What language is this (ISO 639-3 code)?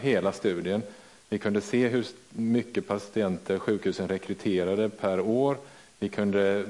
swe